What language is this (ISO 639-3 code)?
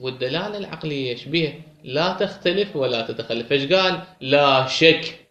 acm